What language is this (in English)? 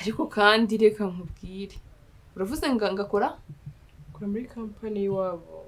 Kinyarwanda